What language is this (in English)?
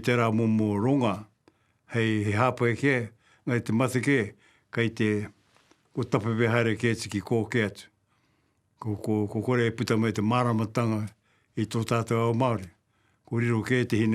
Māori